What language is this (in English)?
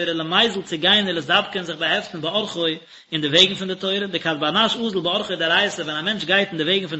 Yiddish